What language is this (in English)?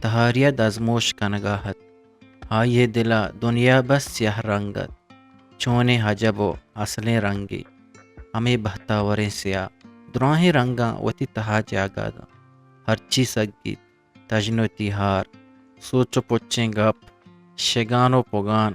Eastern Balochi